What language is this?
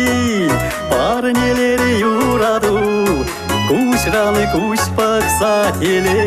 Chuvash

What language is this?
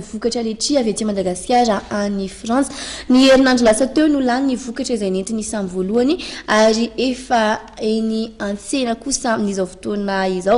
Malagasy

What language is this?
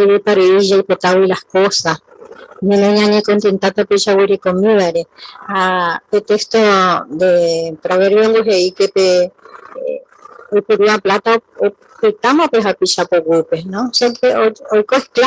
Guarani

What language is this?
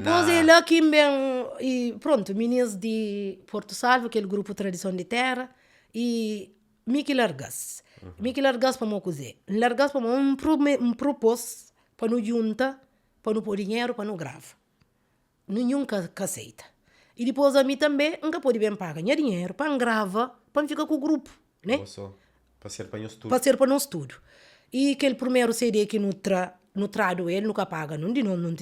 Kabuverdianu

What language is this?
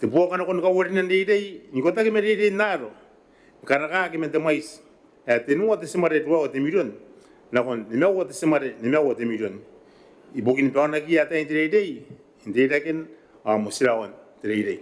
Gilbertese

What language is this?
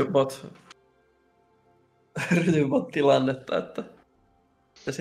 Finnish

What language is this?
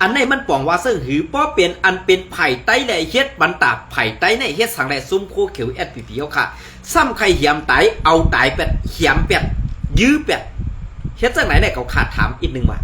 Shan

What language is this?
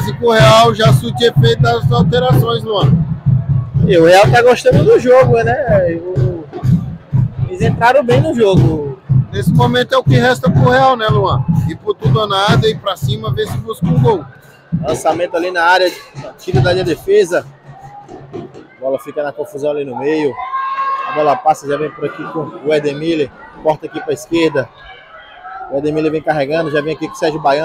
Portuguese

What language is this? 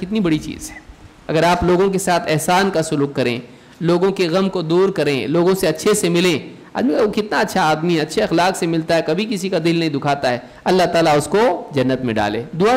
Urdu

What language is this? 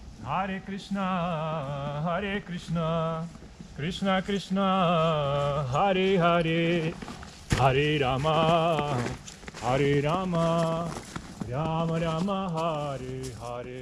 Slovak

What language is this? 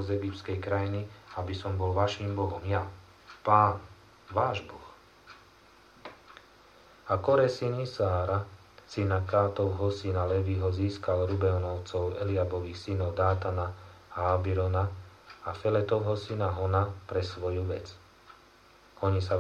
Slovak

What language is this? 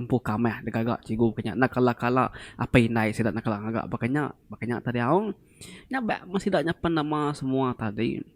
Iban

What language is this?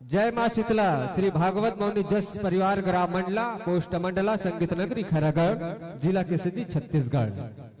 Chhattisgarhi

